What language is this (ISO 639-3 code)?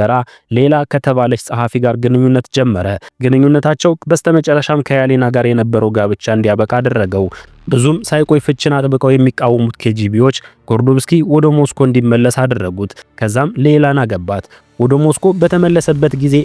amh